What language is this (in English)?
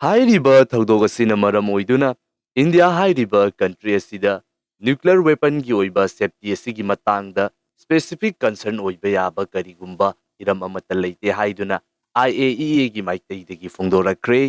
Manipuri